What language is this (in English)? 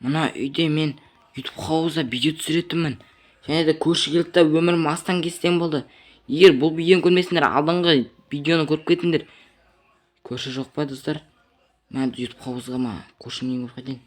Kazakh